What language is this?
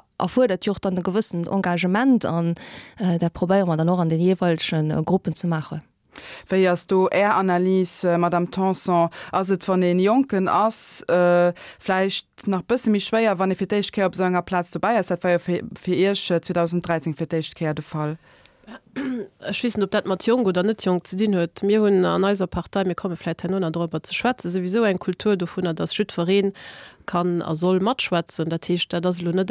Luxembourgish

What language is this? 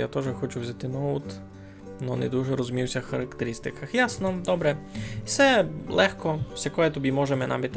Rusyn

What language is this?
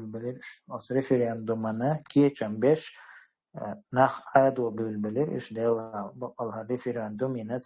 Chechen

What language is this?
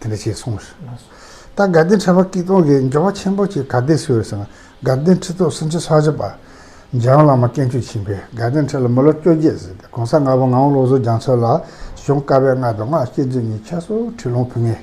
Tibetan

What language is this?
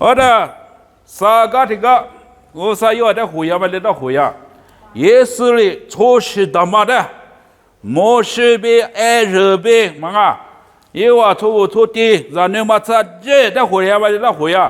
Lisu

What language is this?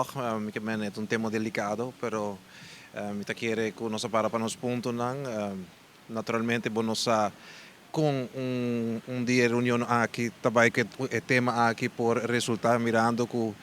Papiamento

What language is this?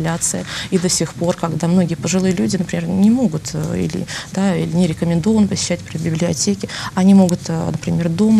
Russian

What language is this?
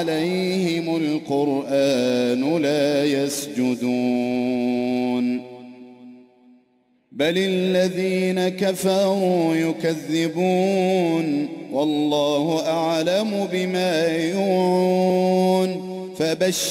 Arabic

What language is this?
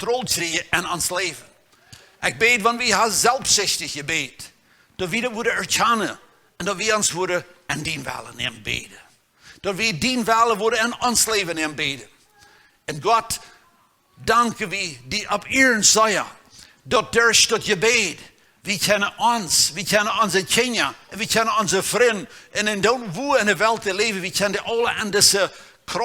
Plautdietsch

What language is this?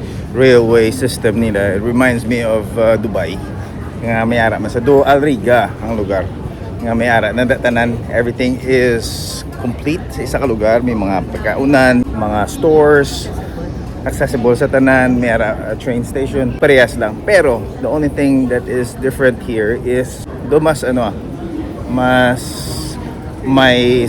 Hiligaynon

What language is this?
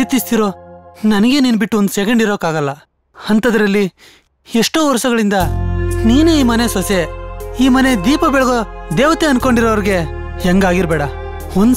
Kannada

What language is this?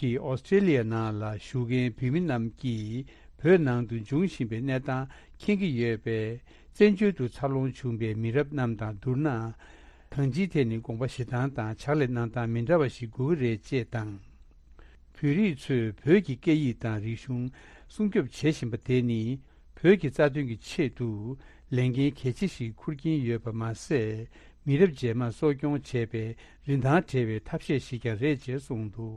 Tibetan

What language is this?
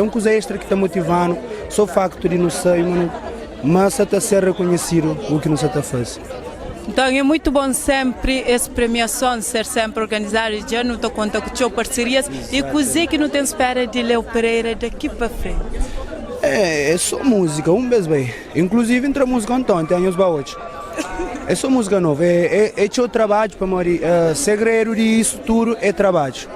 Kabuverdianu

